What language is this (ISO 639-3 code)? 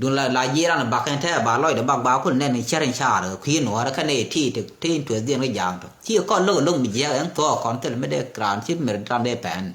nus